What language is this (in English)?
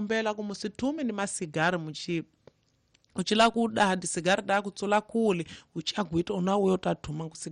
Tsonga